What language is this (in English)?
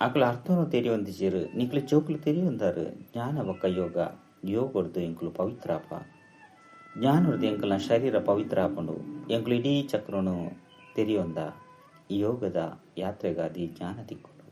Tulu